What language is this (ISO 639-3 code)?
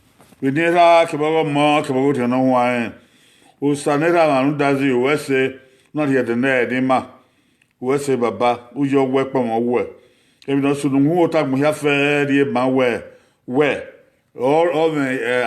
bin